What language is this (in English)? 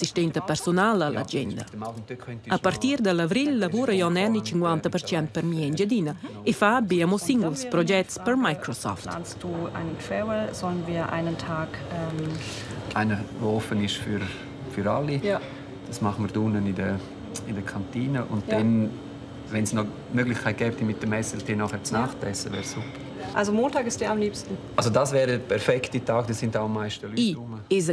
Romansh